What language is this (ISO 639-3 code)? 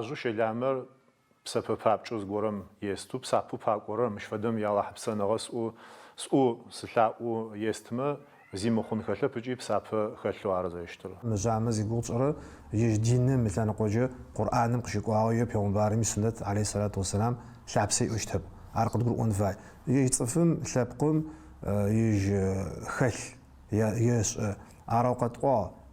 ady